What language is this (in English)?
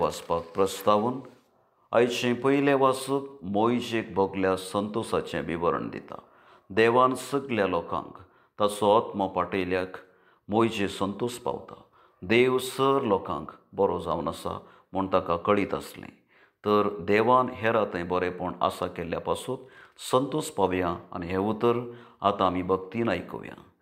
Konkani